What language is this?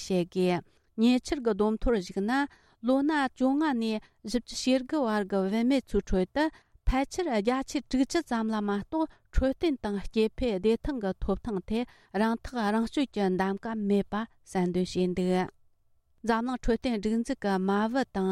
Tibetan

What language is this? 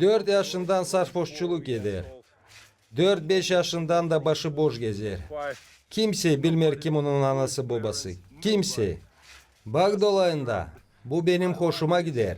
Gagauz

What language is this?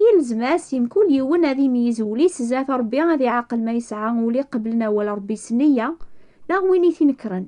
Kabyle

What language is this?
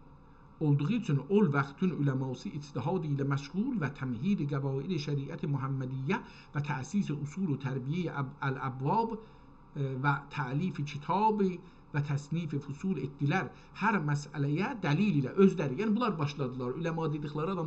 South Azerbaijani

